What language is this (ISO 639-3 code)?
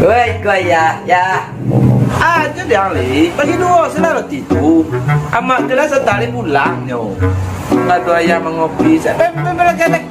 min